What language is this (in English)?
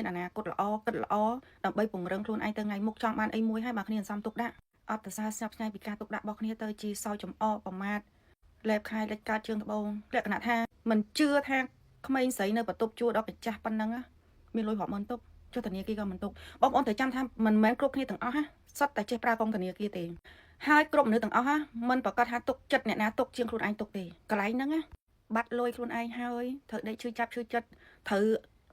Khmer